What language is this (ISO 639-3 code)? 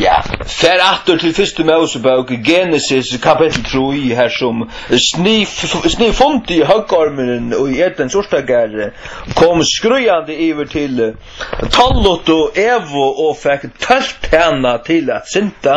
fao